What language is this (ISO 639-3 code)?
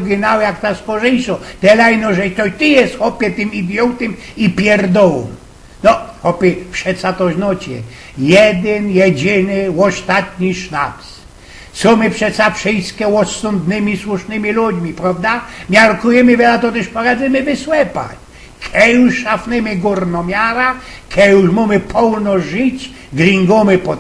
szl